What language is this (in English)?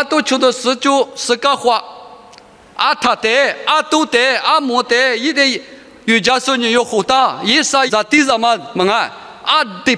Lisu